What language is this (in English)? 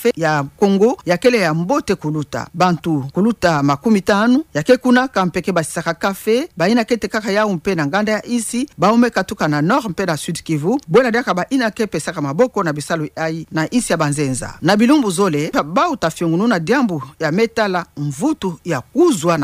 Kituba (Democratic Republic of Congo)